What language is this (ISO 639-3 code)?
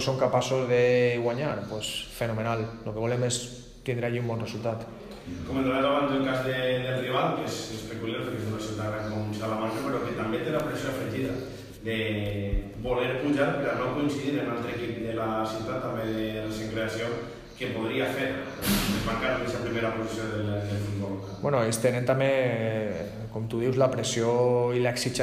cat